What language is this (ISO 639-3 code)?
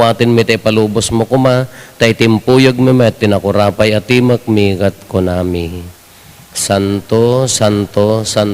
ilo